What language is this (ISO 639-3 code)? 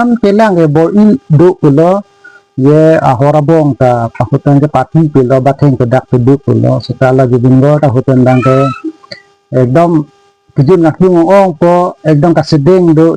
mjw